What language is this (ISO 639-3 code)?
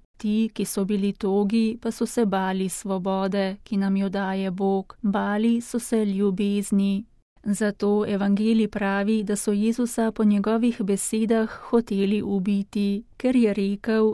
slv